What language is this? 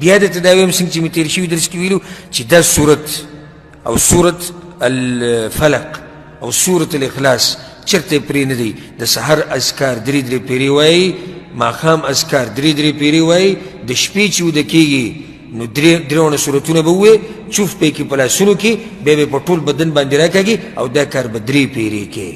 Pashto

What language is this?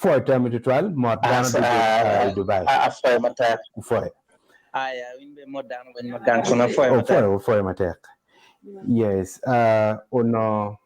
Acoli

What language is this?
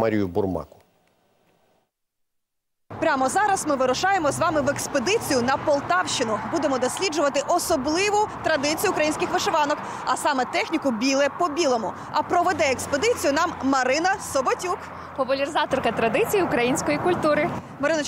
Ukrainian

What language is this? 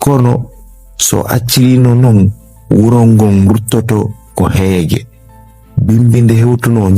Fula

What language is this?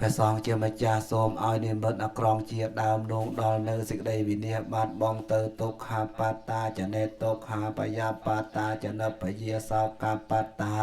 Khmer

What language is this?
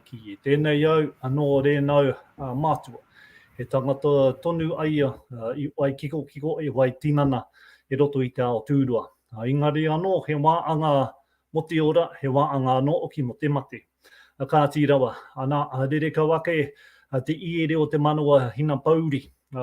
Māori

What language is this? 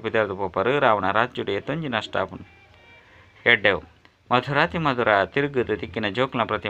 Tulu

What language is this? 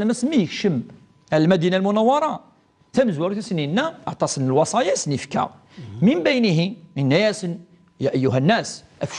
Kabyle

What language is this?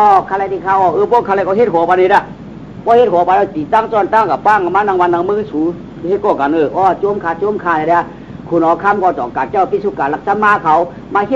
Shan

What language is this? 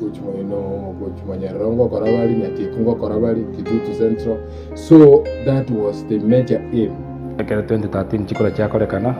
Gusii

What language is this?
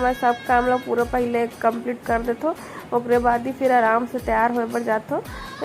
Chhattisgarhi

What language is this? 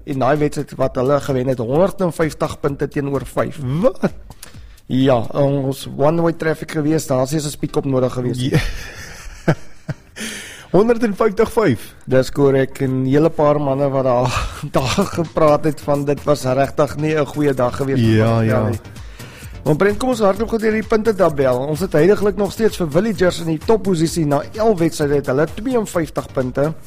Afrikaans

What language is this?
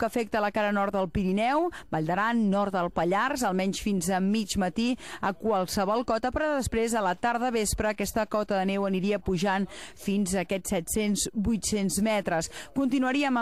Catalan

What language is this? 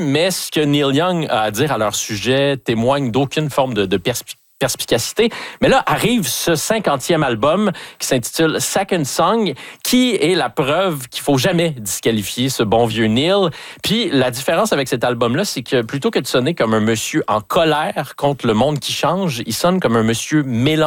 French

